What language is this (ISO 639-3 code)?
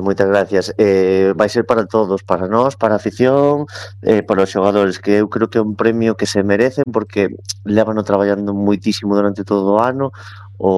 glg